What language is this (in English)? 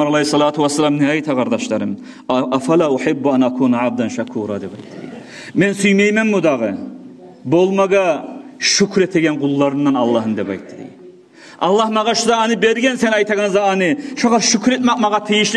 Kumyk